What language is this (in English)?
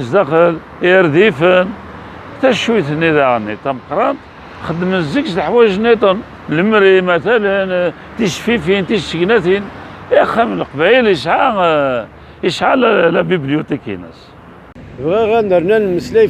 Kabyle